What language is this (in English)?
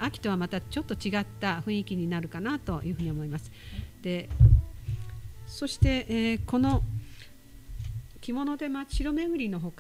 Japanese